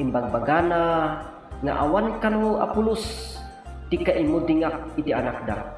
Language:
Iloko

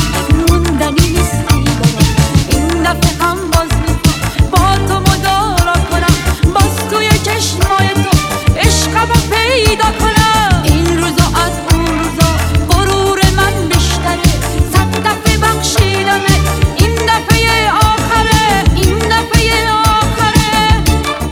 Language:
Persian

